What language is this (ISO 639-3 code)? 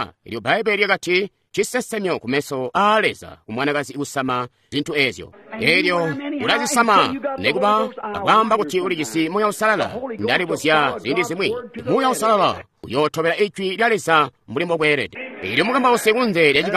toi